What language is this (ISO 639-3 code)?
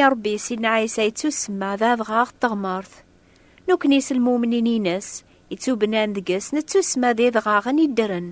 kab